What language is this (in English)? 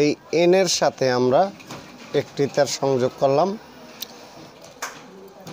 Bangla